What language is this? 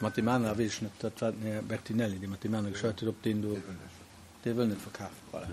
Luxembourgish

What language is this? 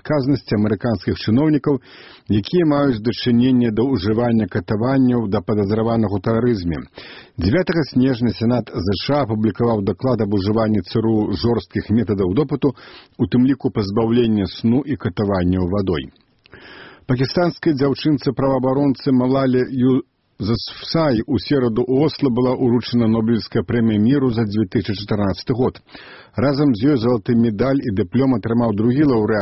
Belarusian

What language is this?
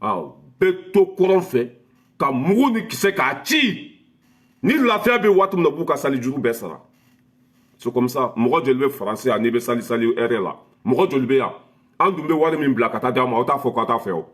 Bambara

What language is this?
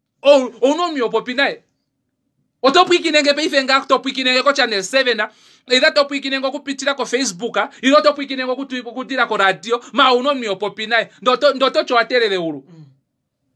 Kuanyama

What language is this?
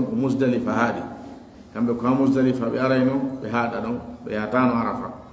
Fula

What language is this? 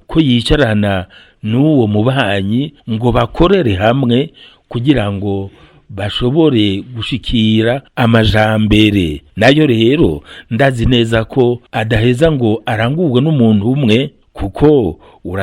Rundi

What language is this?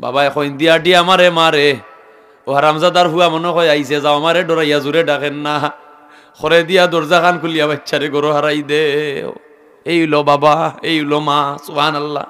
Sylheti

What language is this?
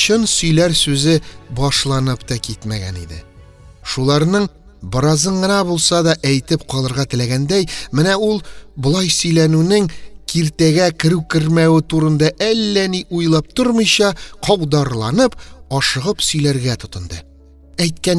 Tatar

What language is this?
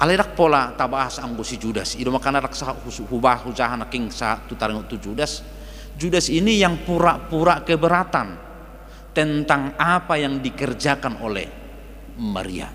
Batak Toba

